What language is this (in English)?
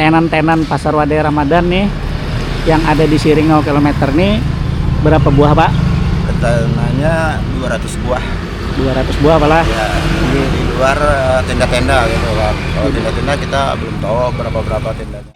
Banjar